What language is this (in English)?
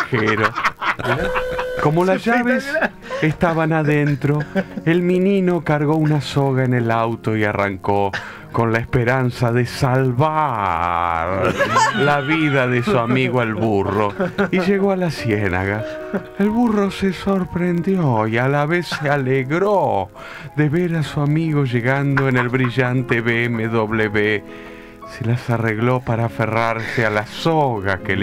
Spanish